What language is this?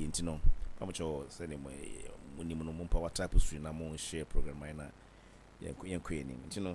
Akan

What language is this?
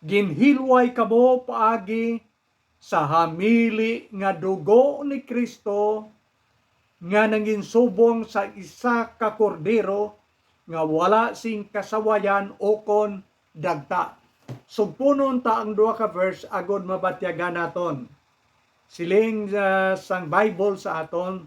Hiligaynon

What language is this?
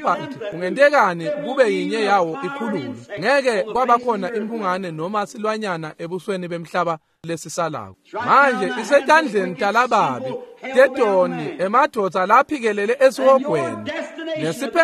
Swati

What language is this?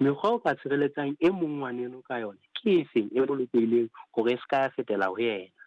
Southern Sotho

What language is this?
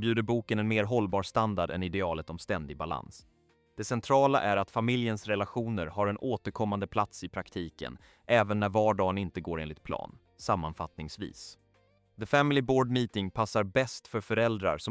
Swedish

